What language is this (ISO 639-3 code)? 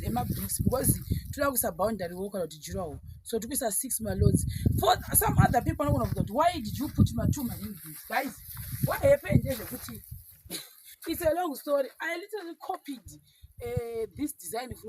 sna